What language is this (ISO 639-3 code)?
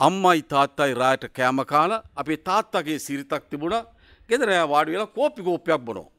sin